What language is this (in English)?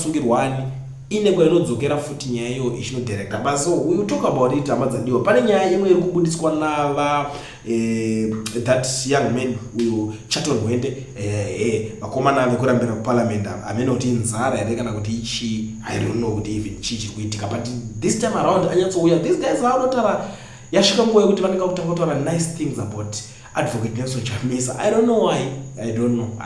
Shona